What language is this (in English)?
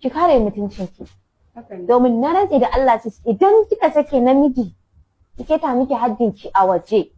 Hausa